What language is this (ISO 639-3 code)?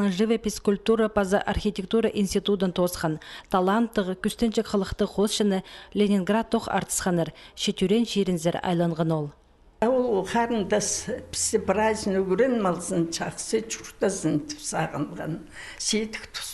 kjh